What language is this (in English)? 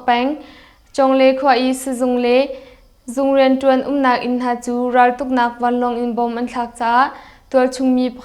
Hakha Chin